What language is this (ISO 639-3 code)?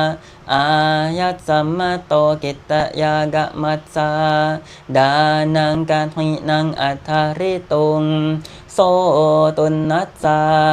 pli